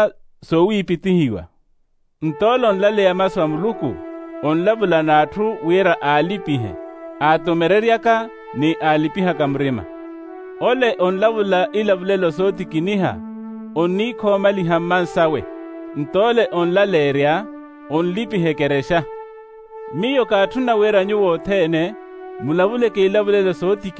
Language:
Makhuwa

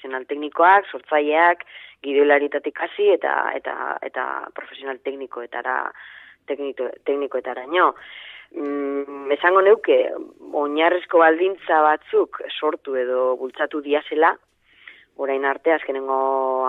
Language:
Basque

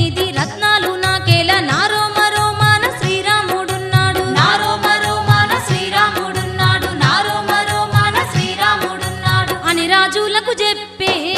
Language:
Telugu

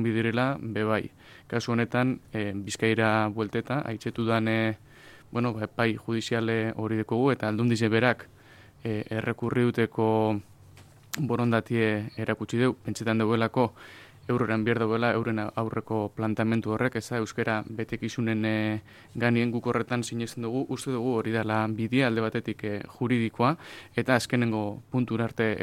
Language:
Basque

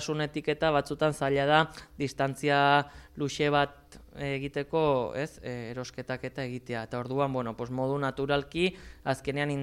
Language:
Basque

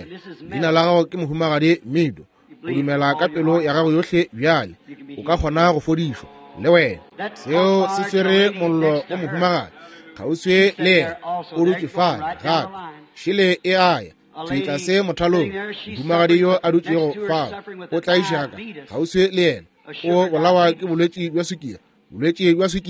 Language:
Northern Sotho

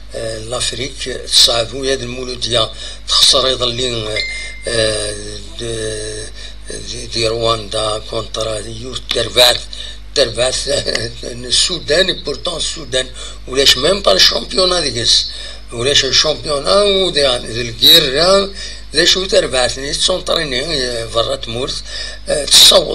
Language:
Kabyle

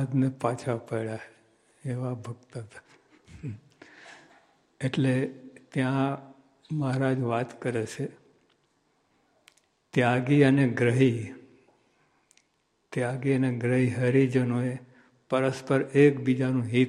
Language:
Gujarati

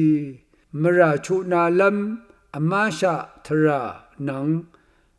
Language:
Rawang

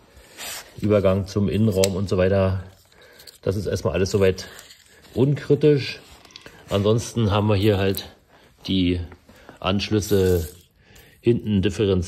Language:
German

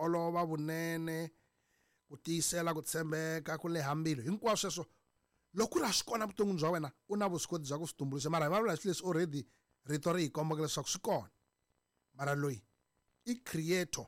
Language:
Tsonga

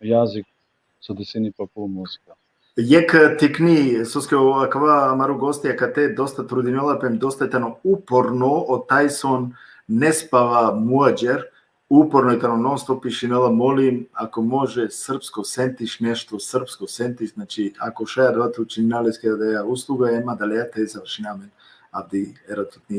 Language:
Balkan Romani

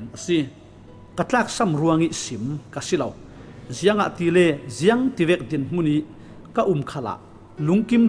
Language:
Falam Chin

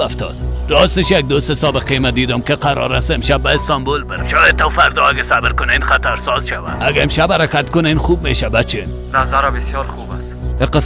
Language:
Persian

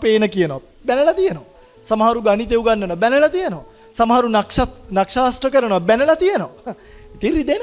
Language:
Sinhala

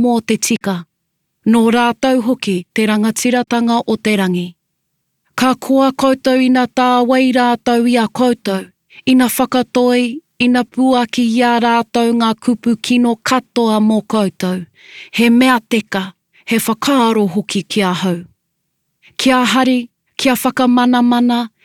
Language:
Māori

